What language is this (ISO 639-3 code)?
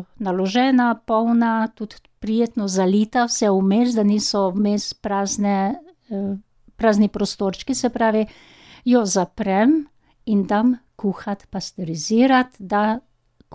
slv